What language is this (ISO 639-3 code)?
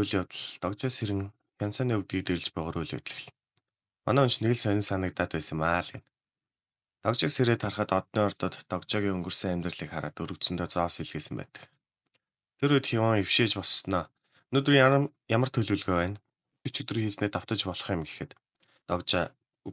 mon